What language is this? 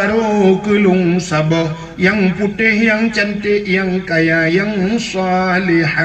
Achinese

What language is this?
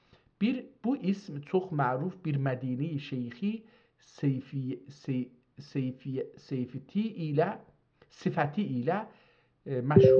South Azerbaijani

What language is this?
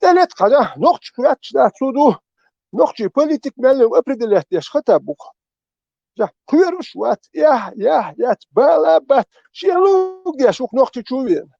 Chechen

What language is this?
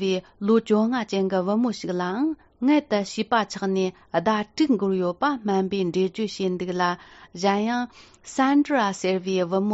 Tibetan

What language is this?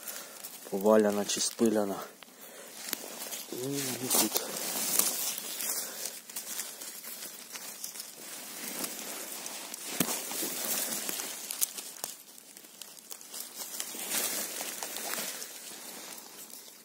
Ukrainian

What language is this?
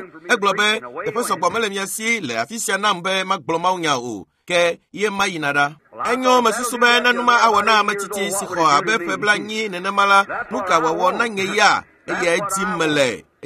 Ewe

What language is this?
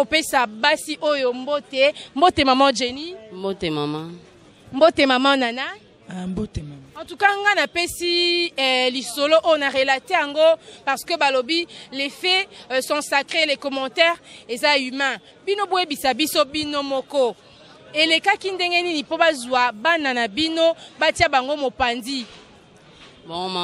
Lingala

